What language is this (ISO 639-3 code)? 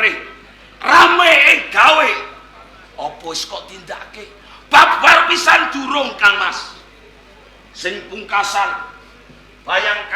jav